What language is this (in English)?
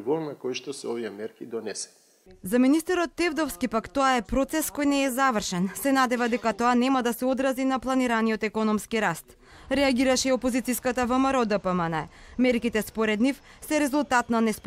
Macedonian